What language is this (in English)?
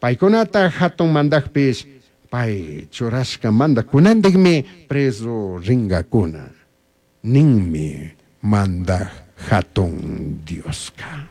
Chimborazo Highland Quichua